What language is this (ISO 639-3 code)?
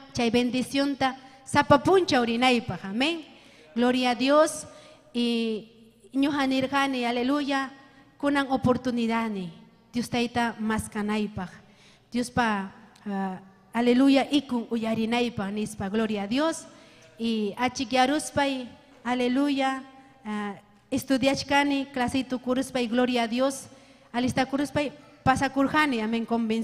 quy